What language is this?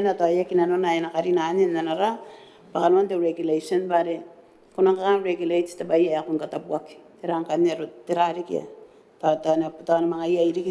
Gilbertese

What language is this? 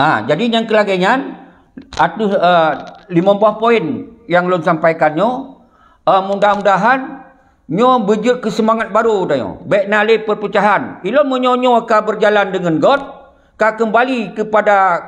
Achinese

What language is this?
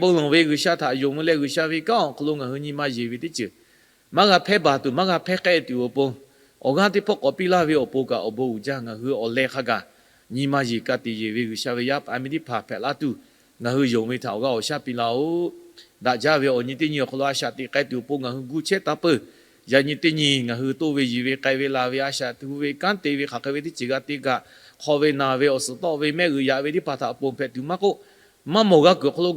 Lahu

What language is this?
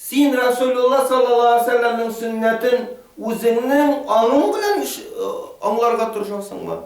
Tatar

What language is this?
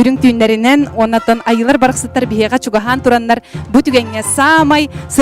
Yakut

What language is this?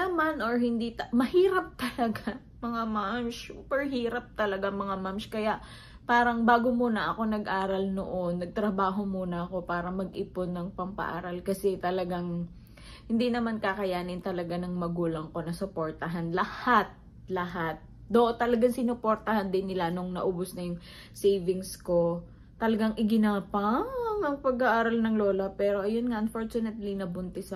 Filipino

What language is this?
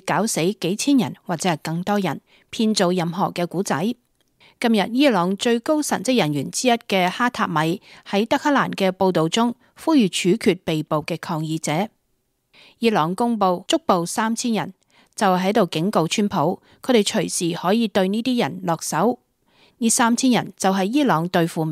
Cantonese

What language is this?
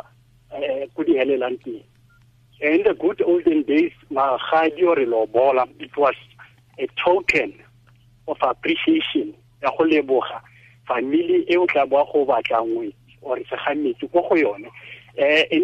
Tswana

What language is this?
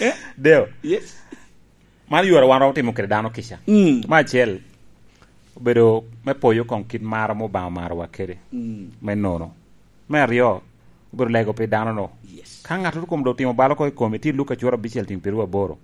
Lango (Uganda)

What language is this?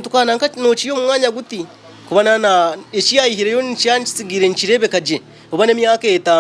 Nyankole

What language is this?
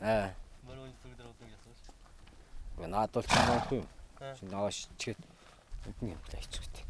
Tuvinian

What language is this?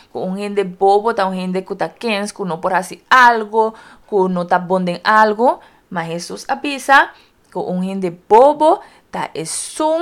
Papiamento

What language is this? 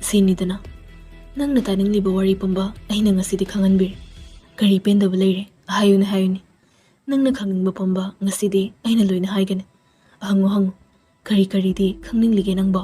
Manipuri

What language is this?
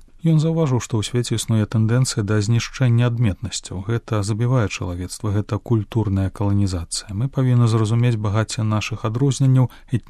Belarusian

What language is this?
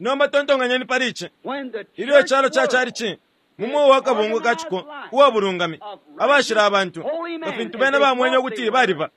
Bemba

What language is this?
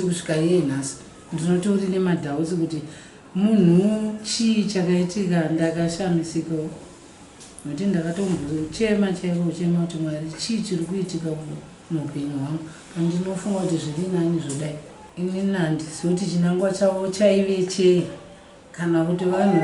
Shona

